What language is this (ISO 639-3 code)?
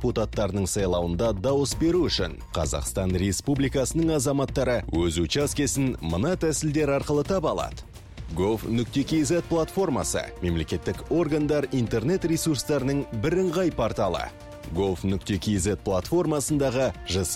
kaz